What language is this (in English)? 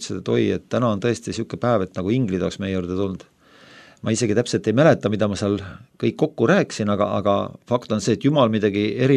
Estonian